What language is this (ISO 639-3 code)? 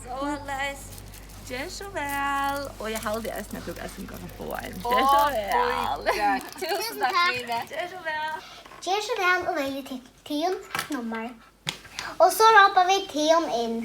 fao